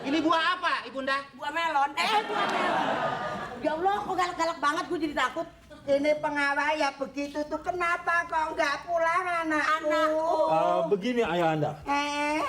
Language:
Betawi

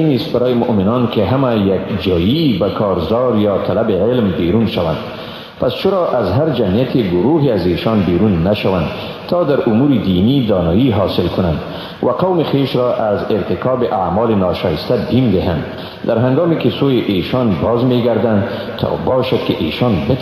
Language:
Tajik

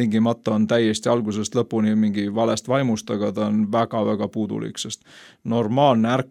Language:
Estonian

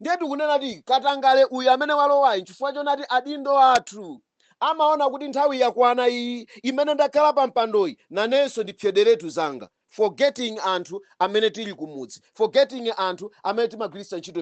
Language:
Nyanja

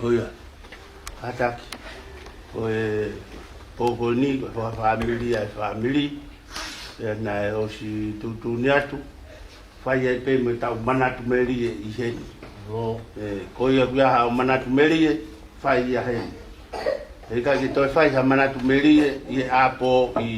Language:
Tongan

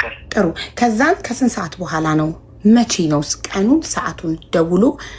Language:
Amharic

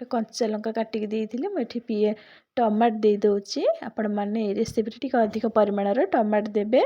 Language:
Odia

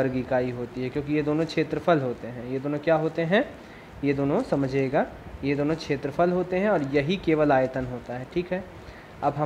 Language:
Hindi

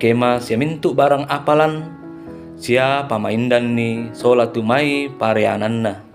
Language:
Toraja-Sa'dan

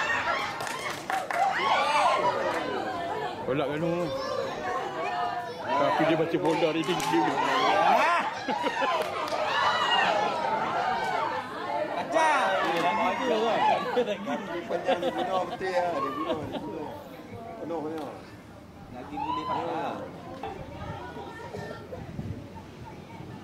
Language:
Malay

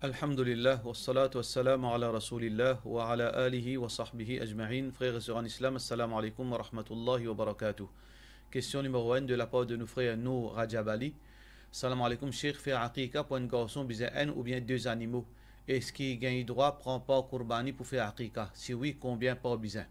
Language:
Morisyen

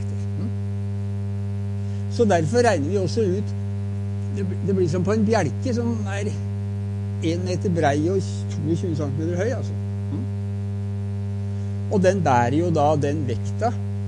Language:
Norwegian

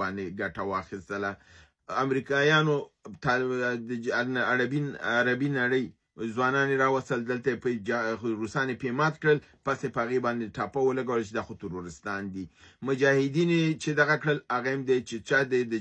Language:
Pashto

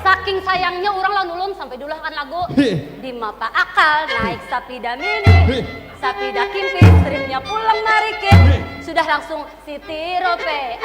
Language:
Banjar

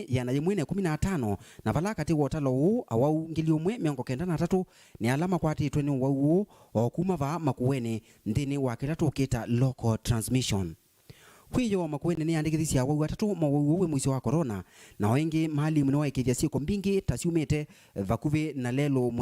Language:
Kamba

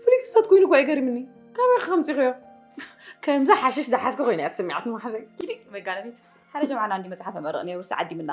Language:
Tigrinya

